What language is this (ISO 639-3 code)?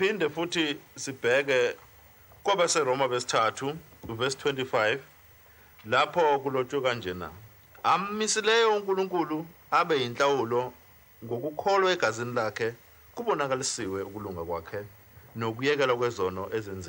zul